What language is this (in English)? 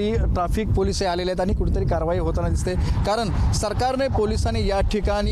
Marathi